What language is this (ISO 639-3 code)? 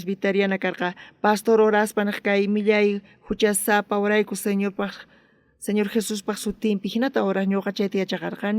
quh